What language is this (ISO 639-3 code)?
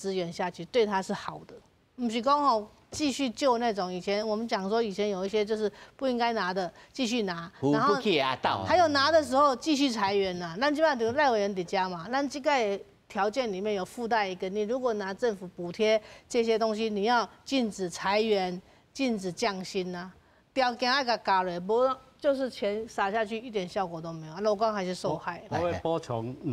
nan